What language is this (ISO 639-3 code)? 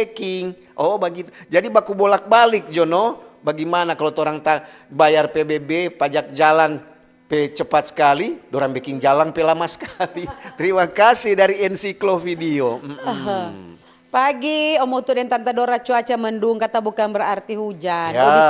xmm